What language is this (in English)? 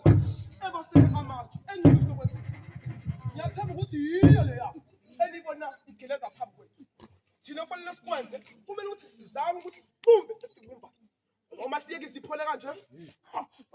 Zulu